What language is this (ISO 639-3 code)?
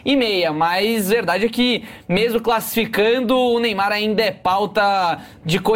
por